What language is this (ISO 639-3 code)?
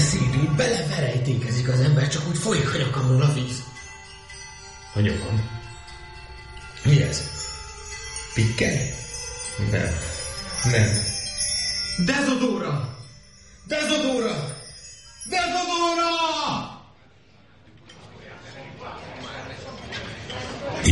hun